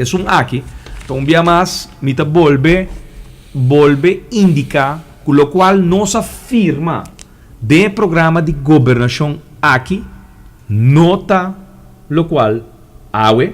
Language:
Papiamento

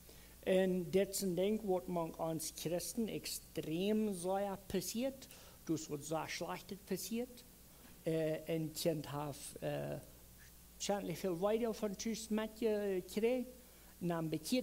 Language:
Plautdietsch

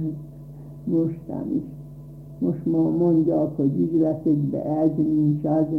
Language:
Hungarian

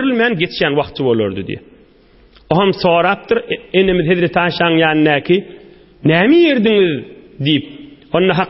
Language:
Turkmen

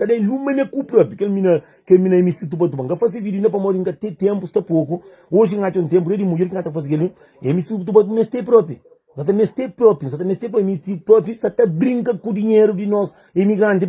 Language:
Kabuverdianu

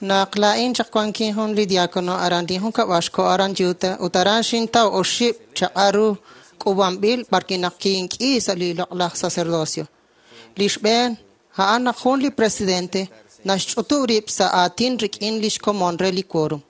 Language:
Kekchí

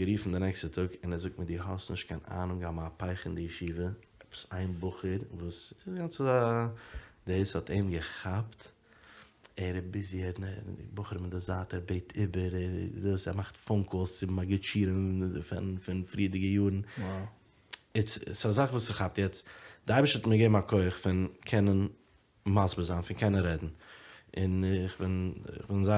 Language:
Yiddish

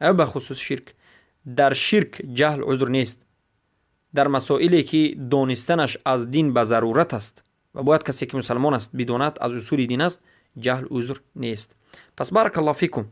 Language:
Persian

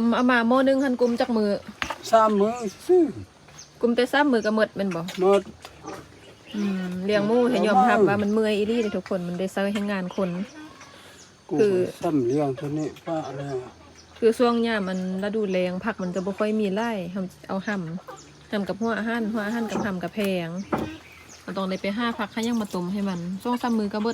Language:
Lao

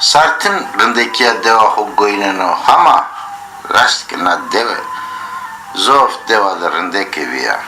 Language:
Zaza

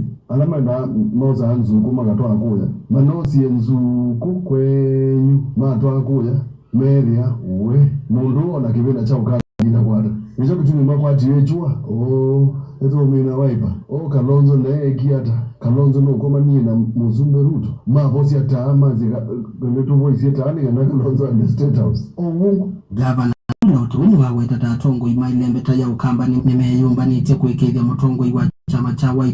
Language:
Kamba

